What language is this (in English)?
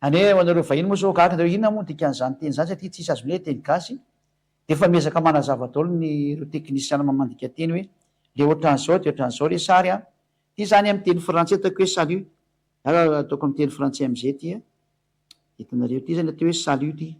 Malagasy